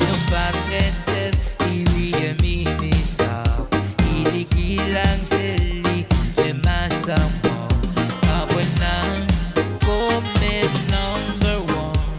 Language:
Pohnpeian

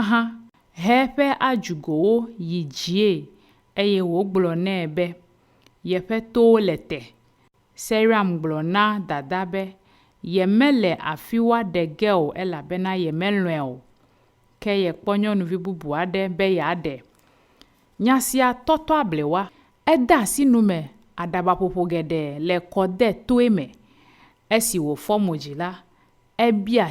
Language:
Ewe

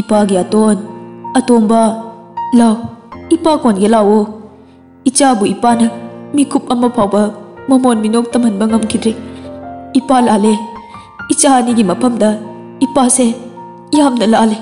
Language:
Manipuri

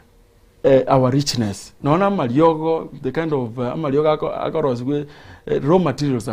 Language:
Gusii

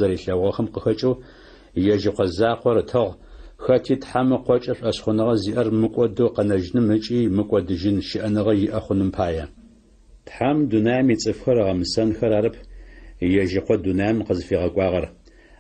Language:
Adyghe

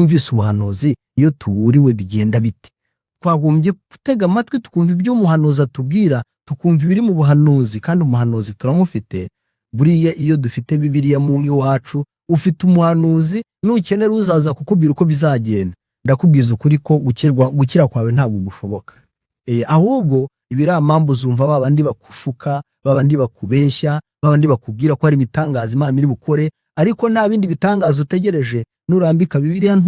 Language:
Kinyarwanda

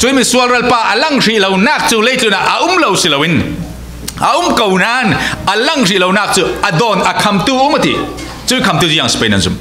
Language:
Falam Chin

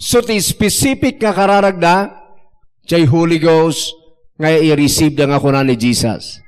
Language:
Iloko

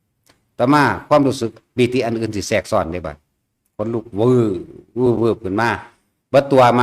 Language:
Northeastern Thai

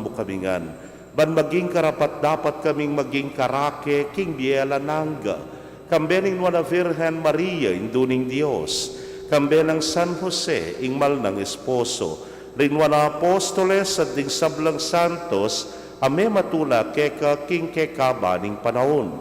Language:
Pampanga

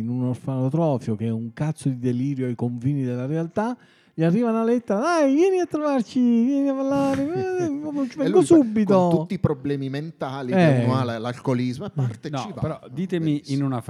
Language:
Italian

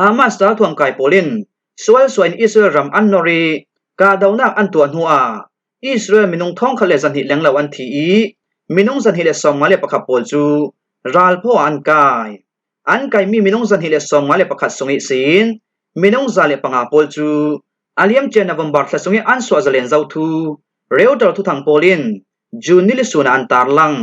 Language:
Falam Chin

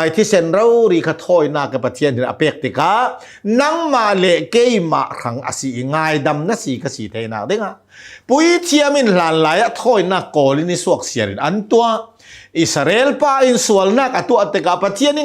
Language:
Hakha Chin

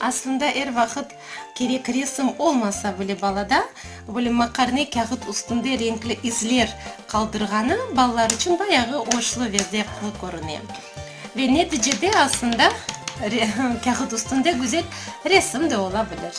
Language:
Crimean Tatar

